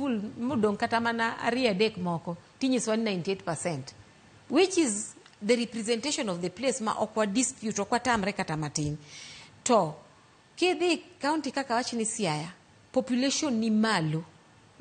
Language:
Luo (Kenya and Tanzania)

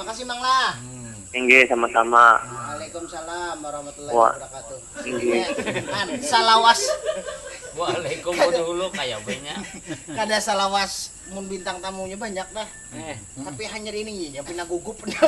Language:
Banjar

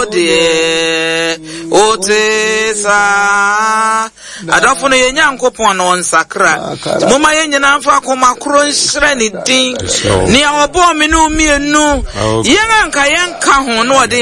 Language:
Akan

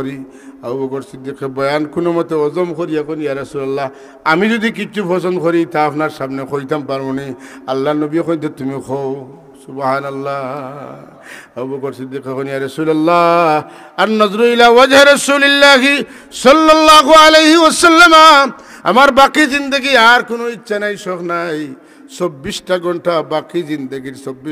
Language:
Sylheti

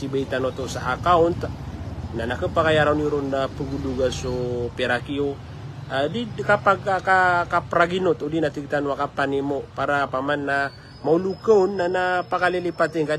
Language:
Maranao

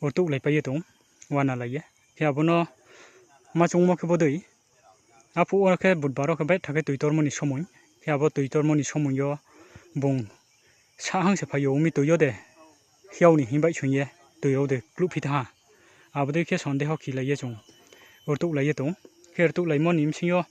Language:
Riang (India)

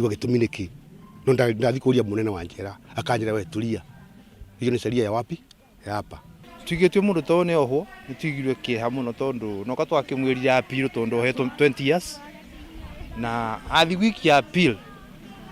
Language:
Kikuyu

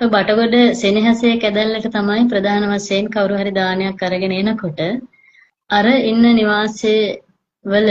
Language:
Sinhala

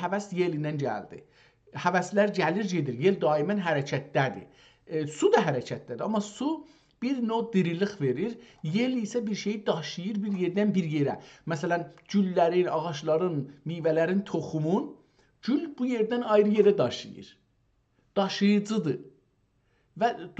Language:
South Azerbaijani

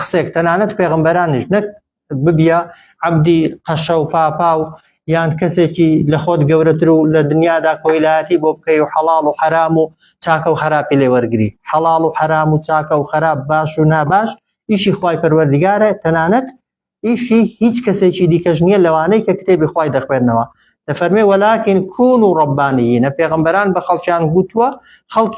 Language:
Central Kurdish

